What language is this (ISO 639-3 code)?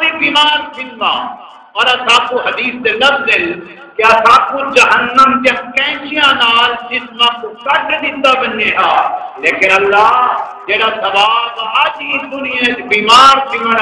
skr